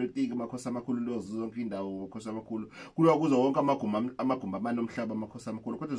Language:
Zulu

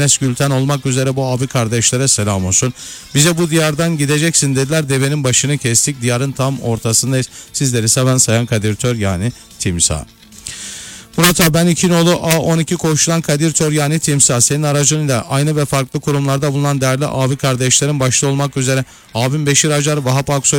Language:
Turkish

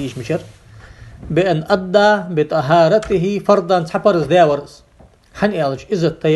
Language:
Ingush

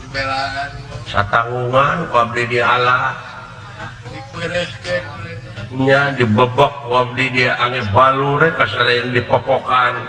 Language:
Sundanese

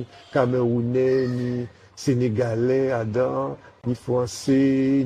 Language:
Guadeloupean Creole French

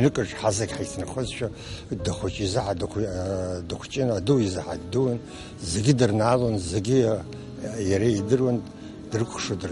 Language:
Abkhazian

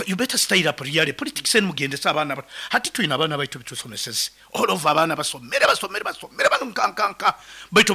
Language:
Nyoro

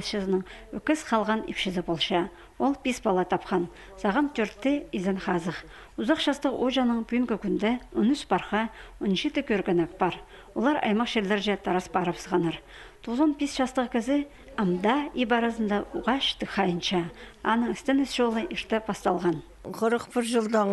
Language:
Khakas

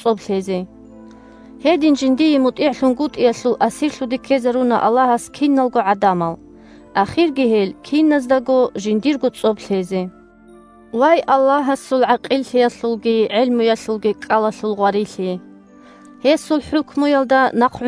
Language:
Avaric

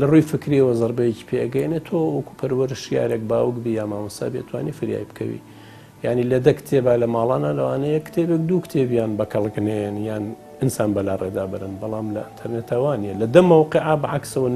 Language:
Central Kurdish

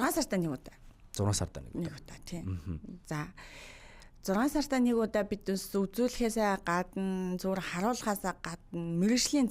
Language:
Mongolian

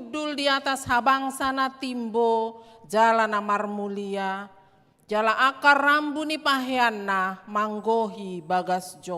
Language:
Batak Toba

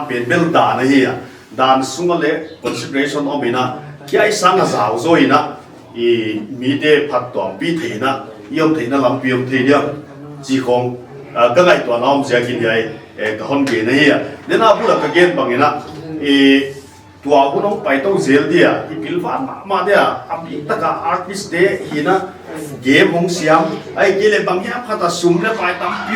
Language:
Paite Chin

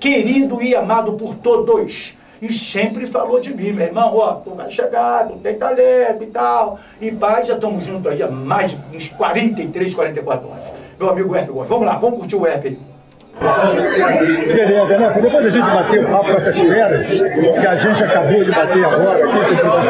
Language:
Portuguese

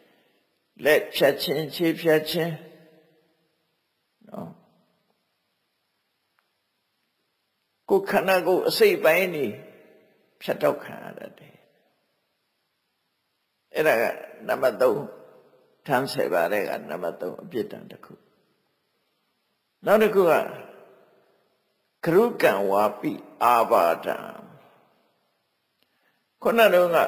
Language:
Burmese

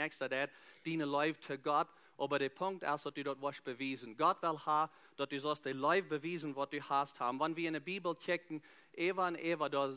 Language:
Plautdietsch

